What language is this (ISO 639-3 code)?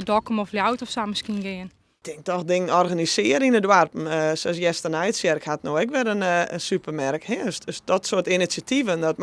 fry